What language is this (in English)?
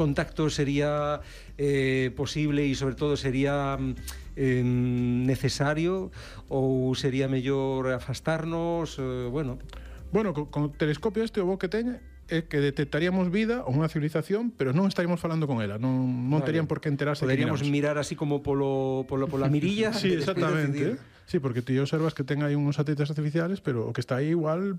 Galician